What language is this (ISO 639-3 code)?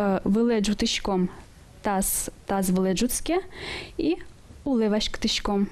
udm